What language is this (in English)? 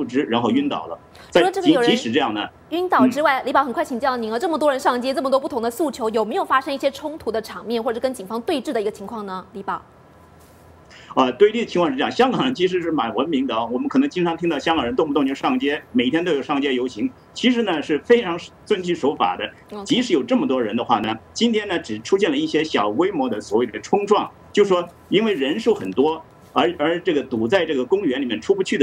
Chinese